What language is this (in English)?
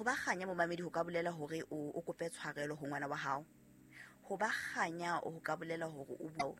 Southern Sotho